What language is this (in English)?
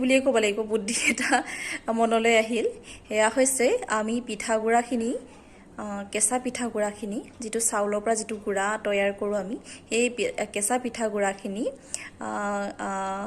Assamese